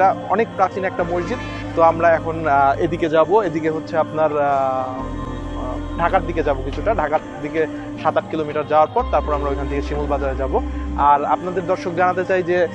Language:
Bangla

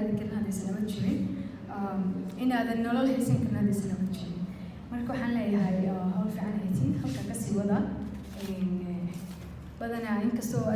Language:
Somali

